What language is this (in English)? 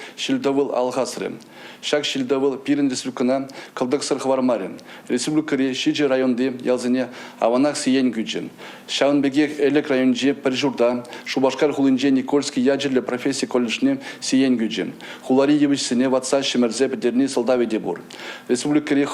Chuvash